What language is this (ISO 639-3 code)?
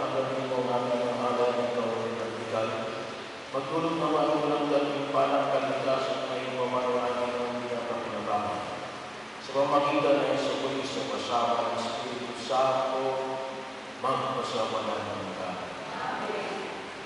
fil